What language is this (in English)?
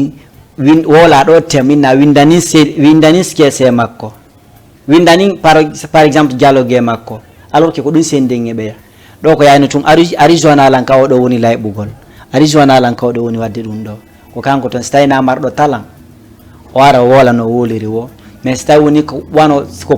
Fula